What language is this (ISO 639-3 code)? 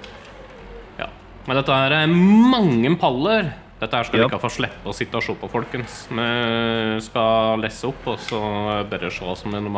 nor